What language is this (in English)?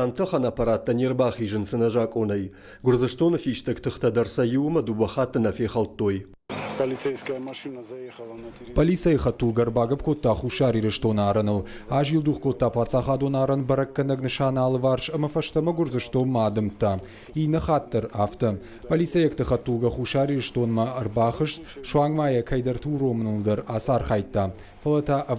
Ossetic